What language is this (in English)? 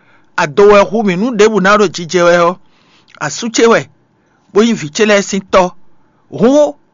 Fon